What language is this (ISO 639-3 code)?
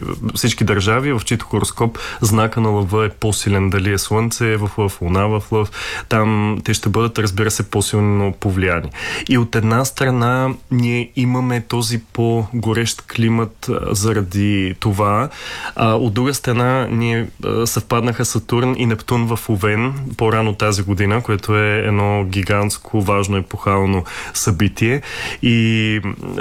bul